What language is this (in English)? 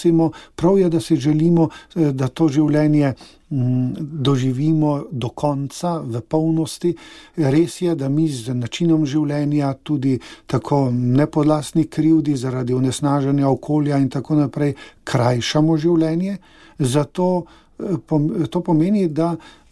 Slovenian